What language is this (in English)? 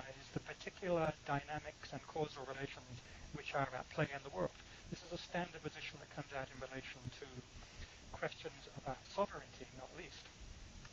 English